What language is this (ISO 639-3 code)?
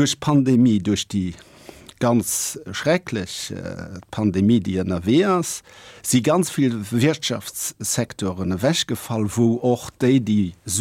ltz